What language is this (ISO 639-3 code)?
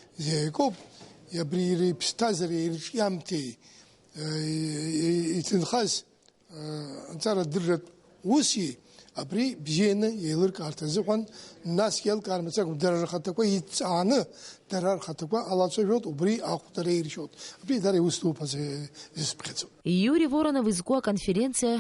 abk